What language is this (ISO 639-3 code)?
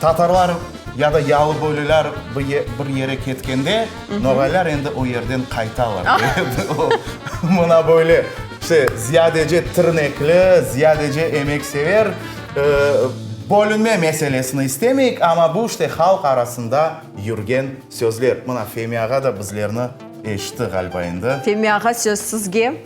crh